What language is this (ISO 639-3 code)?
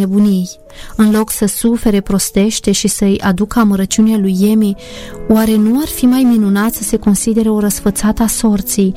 ron